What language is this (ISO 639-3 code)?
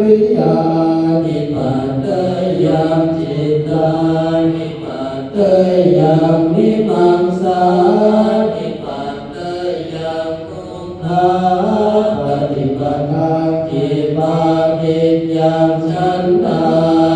pli